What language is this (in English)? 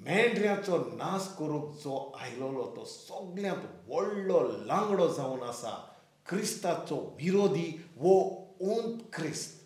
Konkani